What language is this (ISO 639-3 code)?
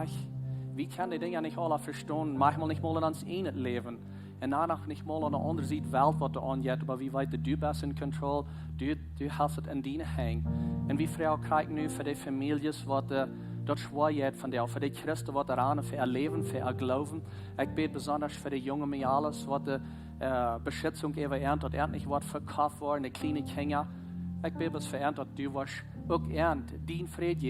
pdt